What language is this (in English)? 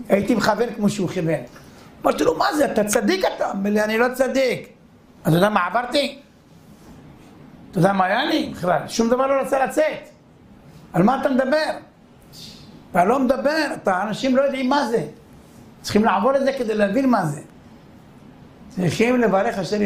Hebrew